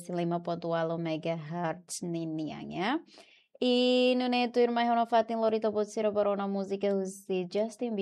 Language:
Tetum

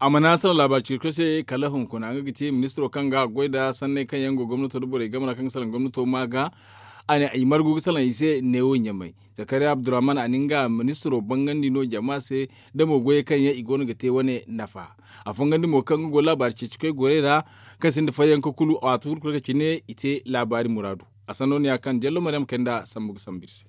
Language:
Zarma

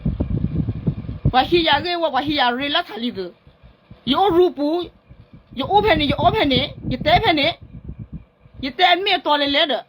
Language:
S'gaw Karen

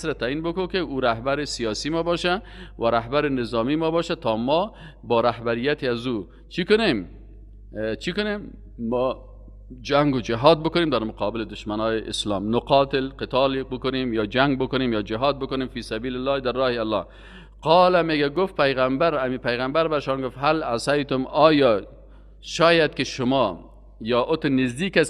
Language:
Persian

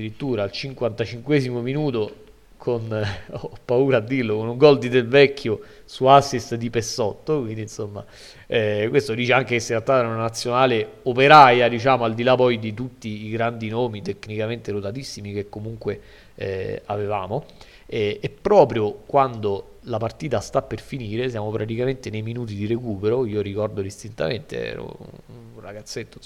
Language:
Italian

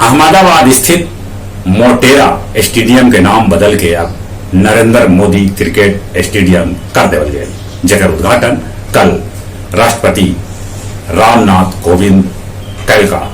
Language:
Magahi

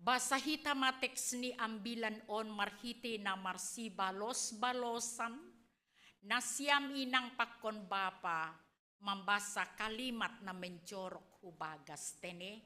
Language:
Batak Simalungun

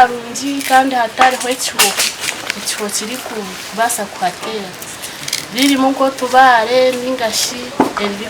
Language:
Nyankole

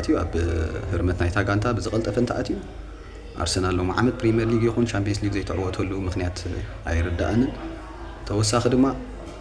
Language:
Tigrinya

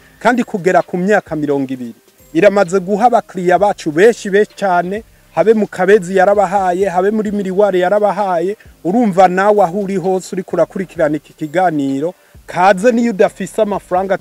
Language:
Rundi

